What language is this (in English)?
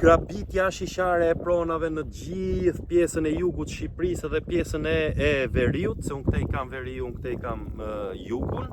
Albanian